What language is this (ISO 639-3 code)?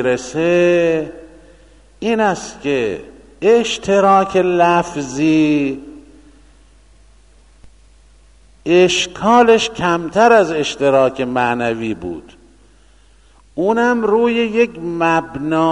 fas